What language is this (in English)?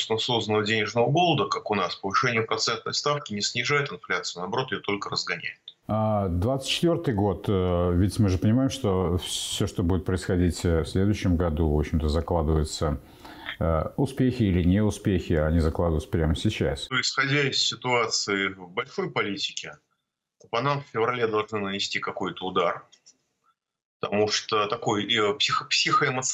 Russian